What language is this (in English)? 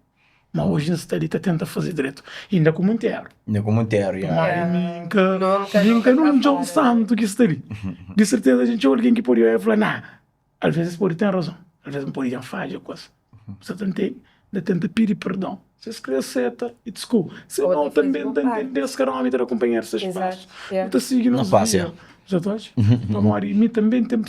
Kabuverdianu